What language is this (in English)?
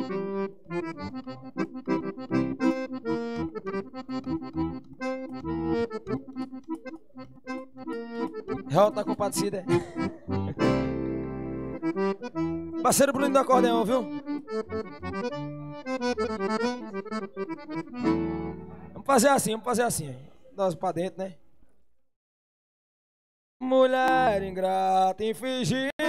Portuguese